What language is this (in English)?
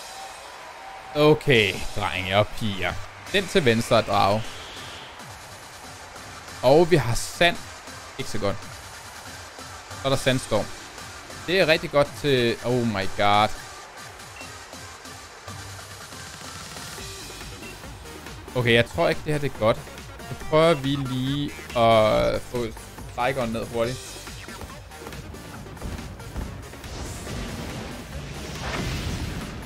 Danish